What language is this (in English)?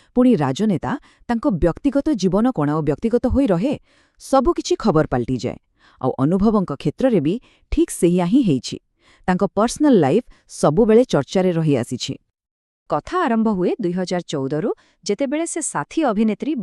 Odia